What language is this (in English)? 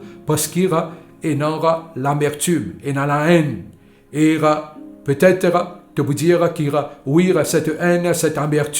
Morisyen